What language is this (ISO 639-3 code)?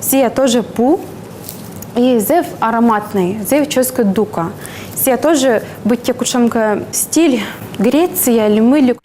kom